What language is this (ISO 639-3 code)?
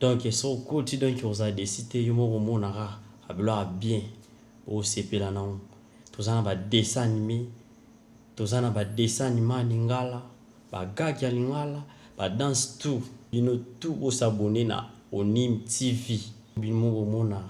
lin